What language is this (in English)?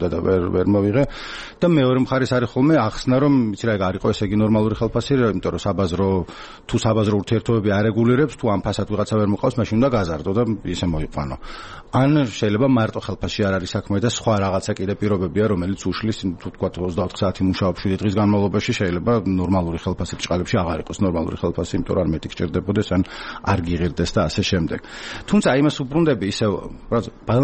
Georgian